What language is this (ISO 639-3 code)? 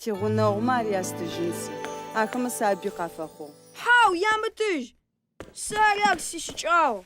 ady